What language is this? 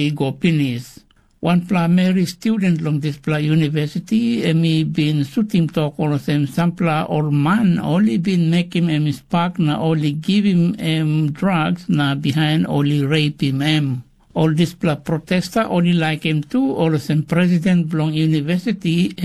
Tok Pisin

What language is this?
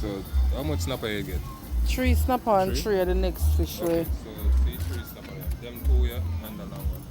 Jamaican Creole English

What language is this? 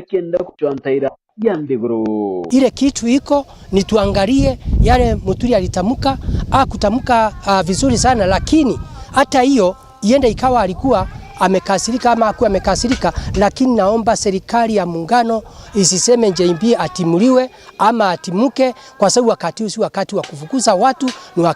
Meru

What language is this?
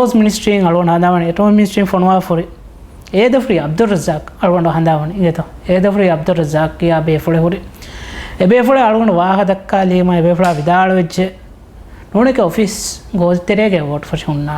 Divehi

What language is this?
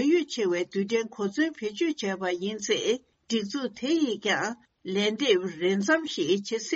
Tibetan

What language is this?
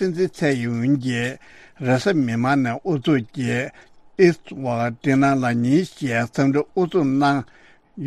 Tibetan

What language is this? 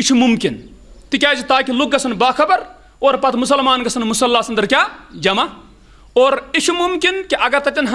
Kashmiri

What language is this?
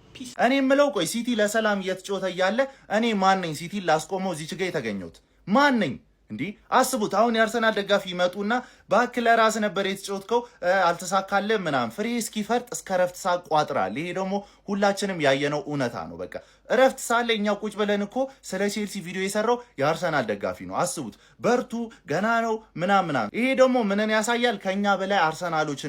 Amharic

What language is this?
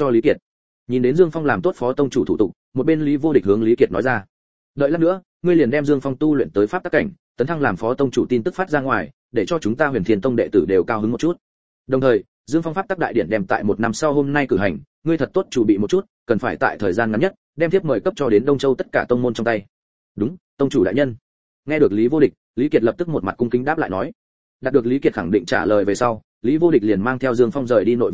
Vietnamese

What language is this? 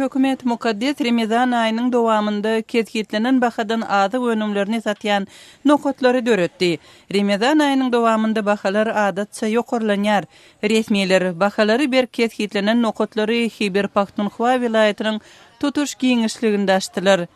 Turkmen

